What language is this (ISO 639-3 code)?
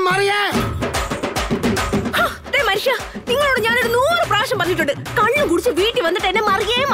mal